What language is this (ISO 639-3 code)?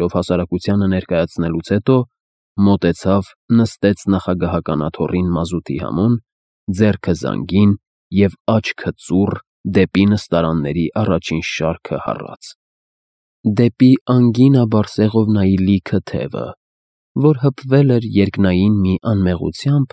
hye